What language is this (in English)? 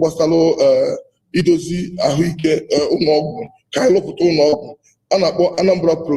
Igbo